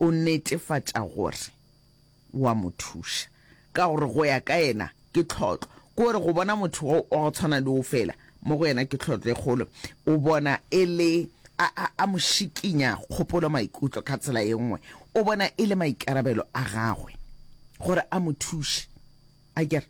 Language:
Northern Sotho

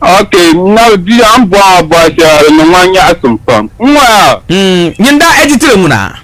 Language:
Dagbani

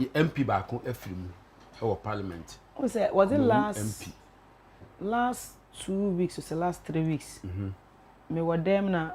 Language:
Akan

